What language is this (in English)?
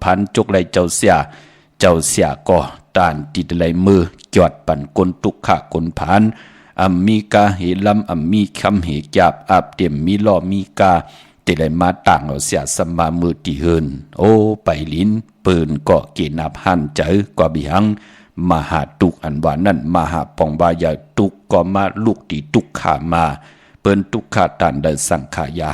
Shan